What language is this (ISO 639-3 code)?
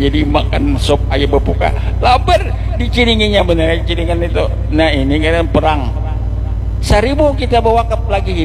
bjn